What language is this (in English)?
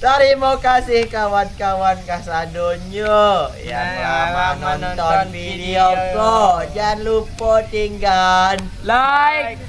Minangkabau